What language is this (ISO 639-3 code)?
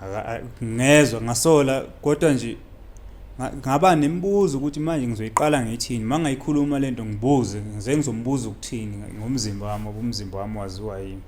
zul